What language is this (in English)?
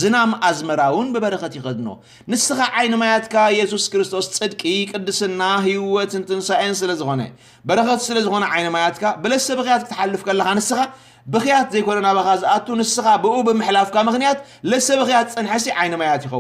Tigrinya